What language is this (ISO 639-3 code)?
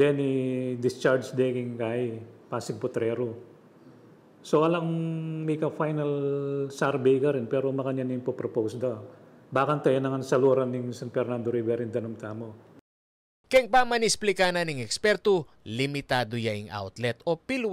pam